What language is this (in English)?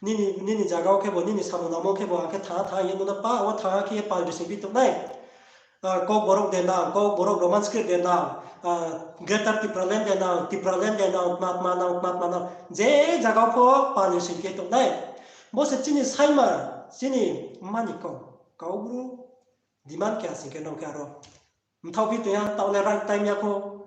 Riang (India)